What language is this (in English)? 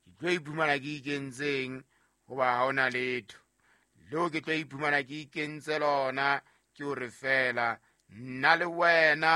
Southern Sotho